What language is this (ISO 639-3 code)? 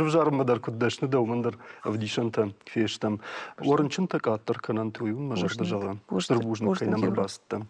oss